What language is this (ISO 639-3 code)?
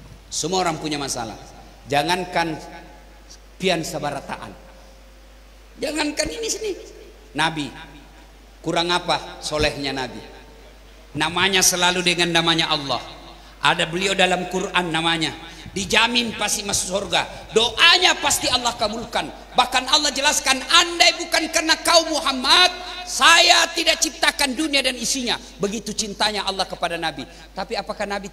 ind